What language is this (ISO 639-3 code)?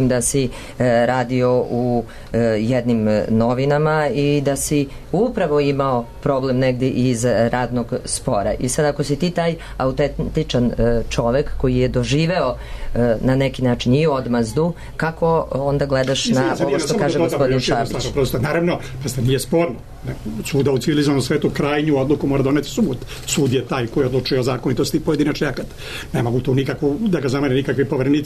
srp